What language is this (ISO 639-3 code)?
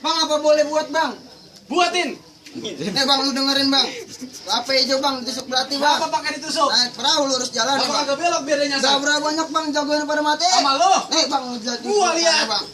bew